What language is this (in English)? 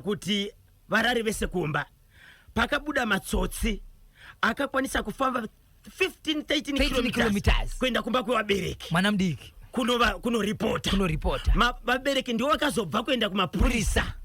Shona